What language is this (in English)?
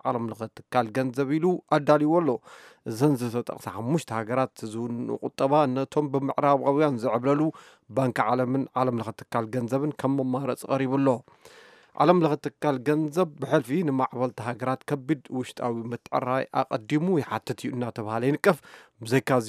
Tigrinya